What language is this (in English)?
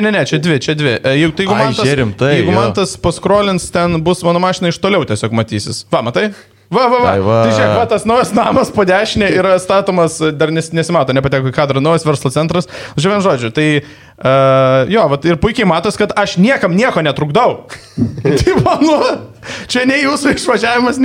Lithuanian